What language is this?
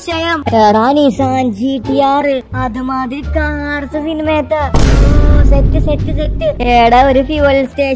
Malayalam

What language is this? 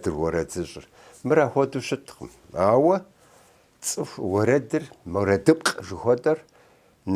Kabardian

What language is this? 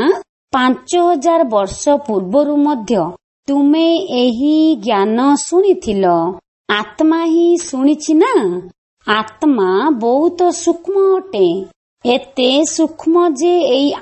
Odia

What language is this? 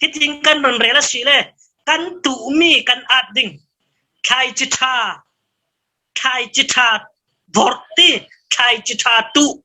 Falam Chin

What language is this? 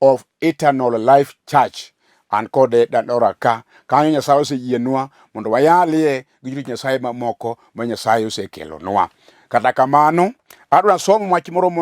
Luo (Kenya and Tanzania)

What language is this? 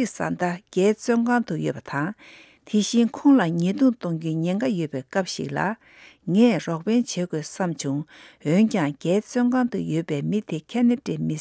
Tibetan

